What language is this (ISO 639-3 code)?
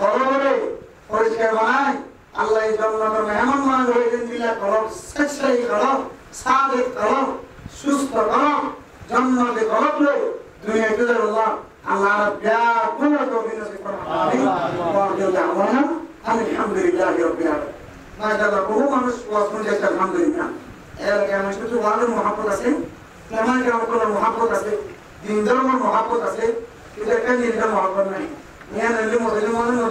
rhg